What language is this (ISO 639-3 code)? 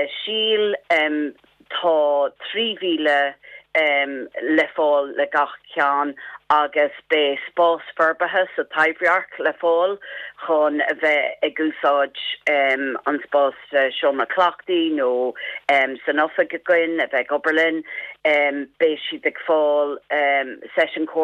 gle